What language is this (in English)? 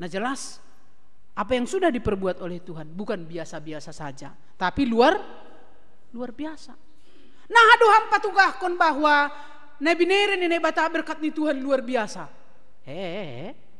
Batak Simalungun